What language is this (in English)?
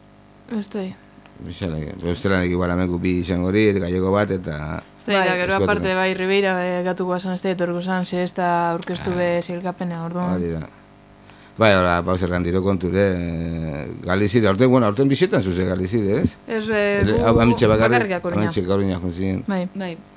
Basque